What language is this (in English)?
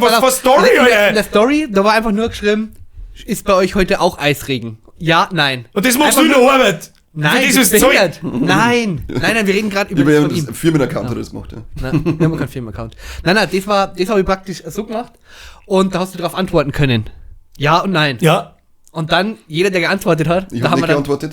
Bavarian